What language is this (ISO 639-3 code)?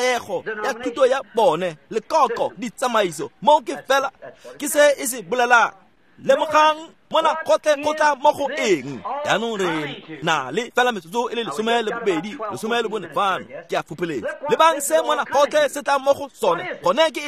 tsn